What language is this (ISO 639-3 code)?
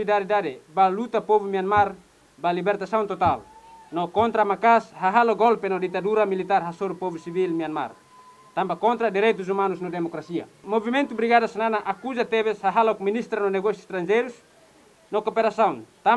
tet